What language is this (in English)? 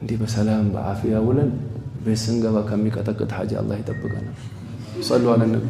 Amharic